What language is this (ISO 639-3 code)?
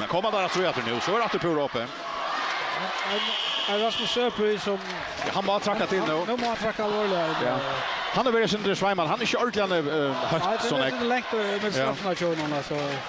fao